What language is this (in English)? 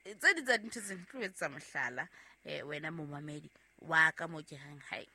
Southern Sotho